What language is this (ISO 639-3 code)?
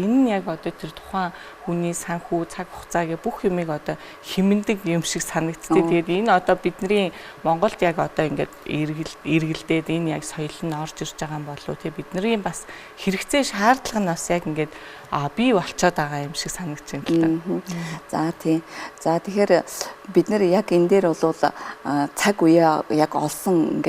mon